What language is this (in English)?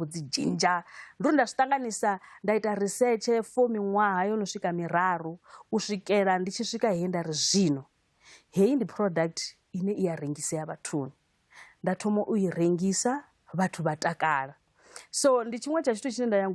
Venda